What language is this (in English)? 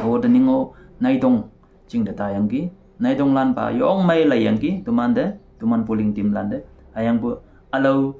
Konyak Naga